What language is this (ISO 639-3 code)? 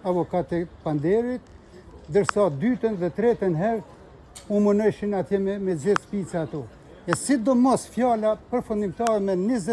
sqi